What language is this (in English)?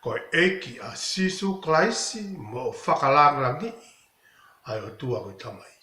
Tongan